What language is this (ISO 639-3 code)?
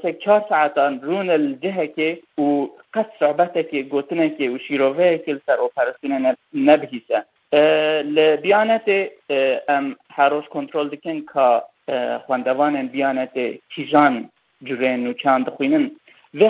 kur